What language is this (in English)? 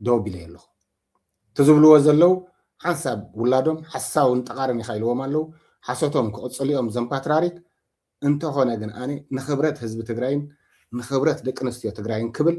Tigrinya